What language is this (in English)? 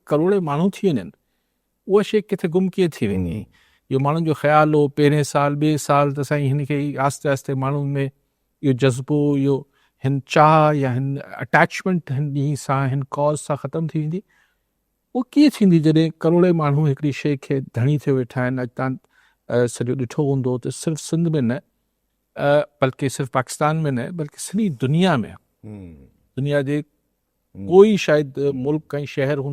Sindhi